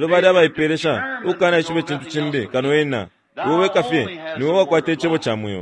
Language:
Bemba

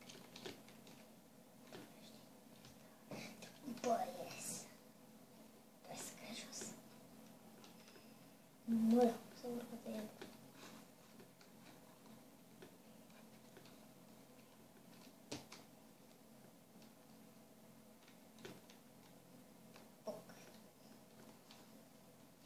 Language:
Romanian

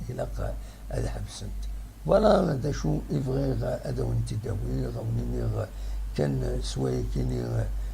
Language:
Kabyle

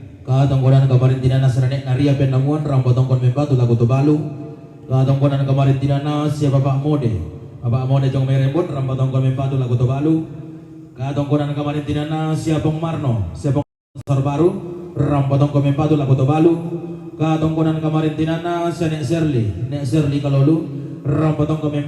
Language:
Toraja-Sa'dan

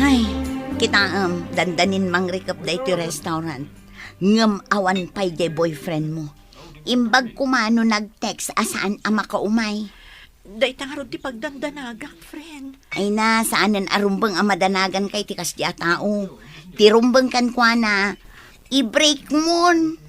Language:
Iloko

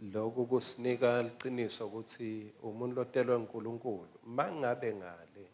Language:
Swati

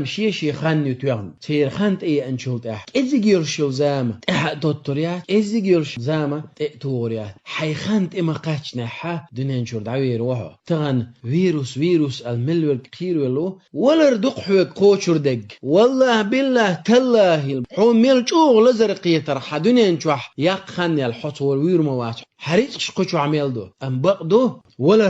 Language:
Chechen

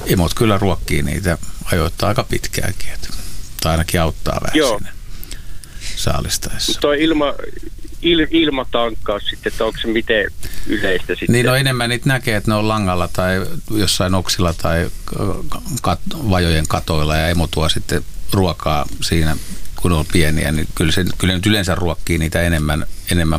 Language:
Finnish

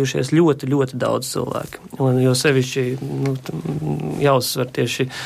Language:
Latvian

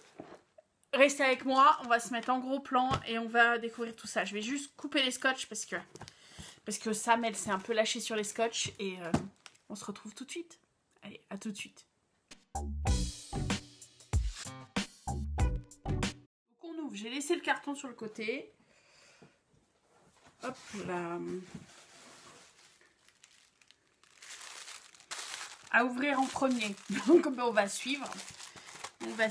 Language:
French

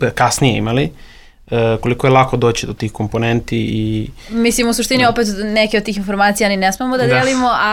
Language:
Serbian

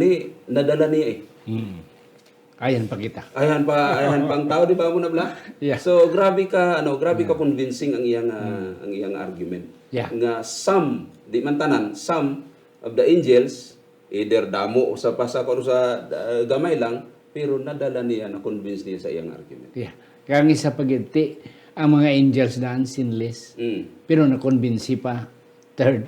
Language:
Hiligaynon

